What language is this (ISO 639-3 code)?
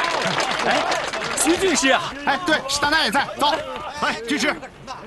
zho